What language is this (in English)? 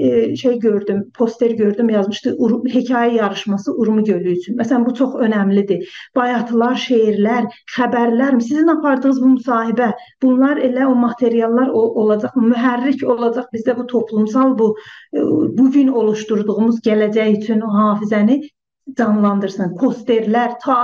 South Azerbaijani